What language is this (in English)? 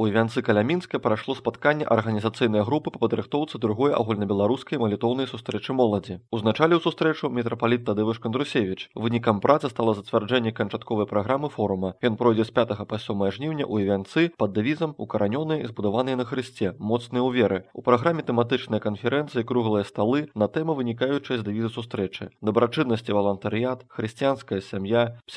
Belarusian